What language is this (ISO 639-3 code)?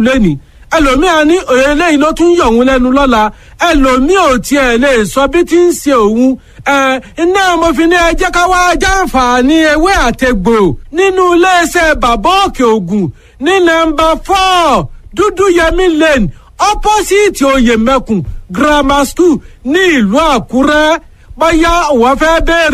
yor